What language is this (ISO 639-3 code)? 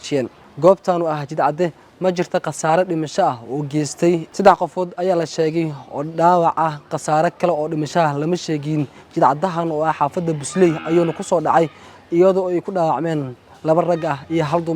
som